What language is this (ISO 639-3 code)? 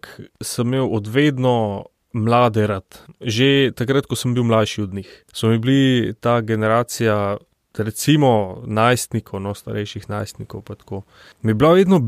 slv